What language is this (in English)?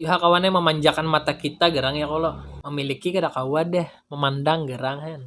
Banjar